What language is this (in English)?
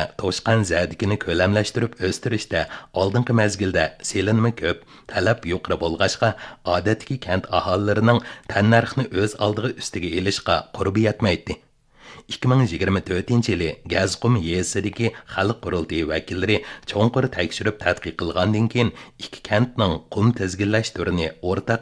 Uyghur